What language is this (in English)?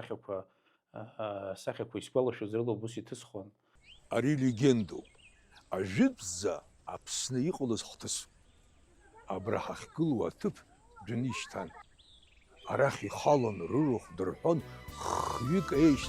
Abkhazian